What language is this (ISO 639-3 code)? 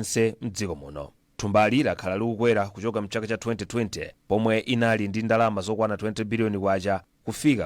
nya